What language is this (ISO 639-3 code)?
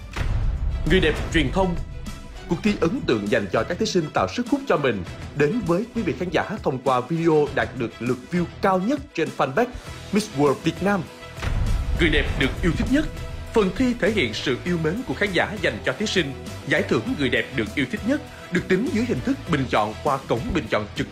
vie